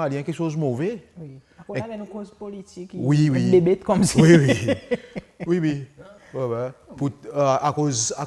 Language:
Seselwa Creole French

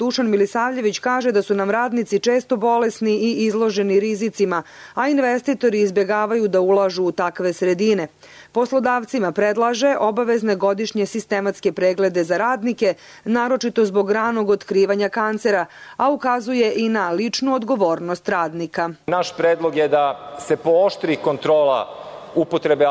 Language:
Serbian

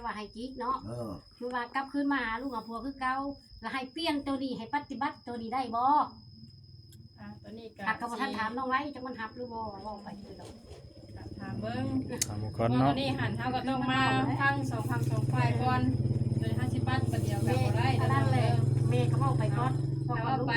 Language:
Northeastern Thai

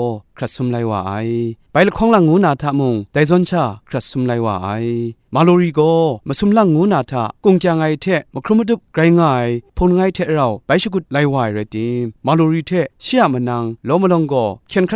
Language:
Kachin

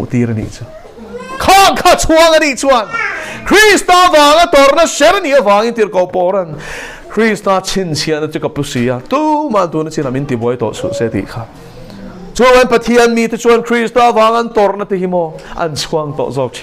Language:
Mizo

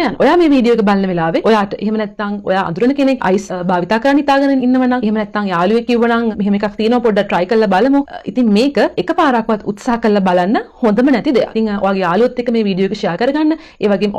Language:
Sinhala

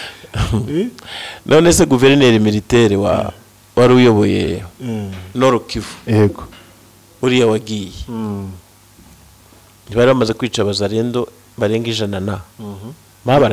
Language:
Kinyarwanda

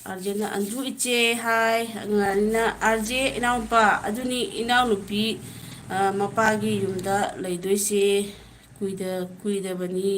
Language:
Manipuri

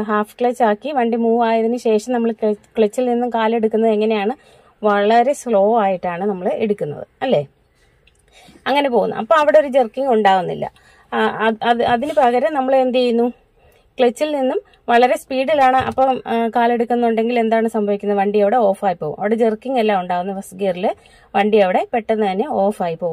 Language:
Malayalam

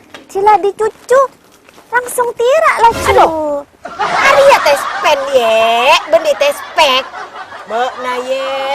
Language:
Madurese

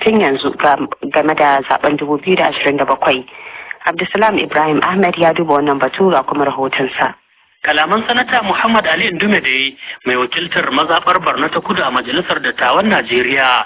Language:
Hausa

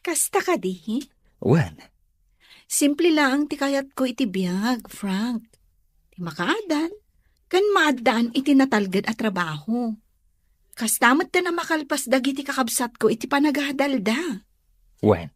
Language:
Iloko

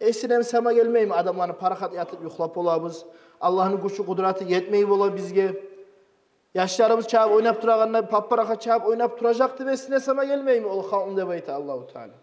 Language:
Kumyk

